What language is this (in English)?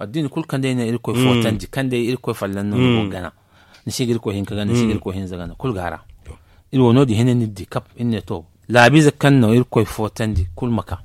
Zarma